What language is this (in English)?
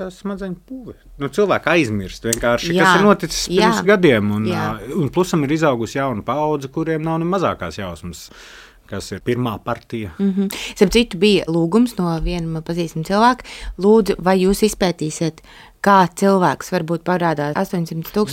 Latvian